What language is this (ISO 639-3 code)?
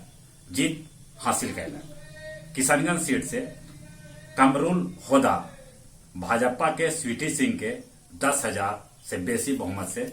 mag